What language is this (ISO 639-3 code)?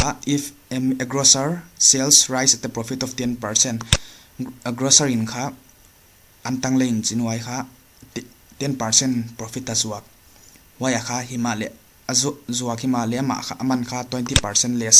pck